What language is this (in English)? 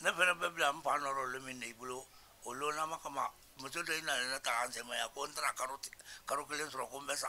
Bambara